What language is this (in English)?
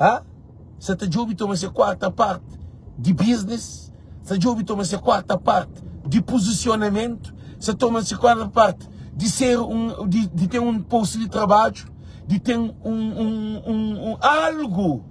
Kabuverdianu